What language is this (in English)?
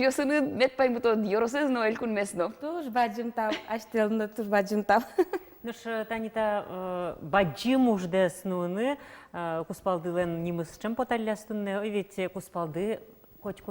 Udmurt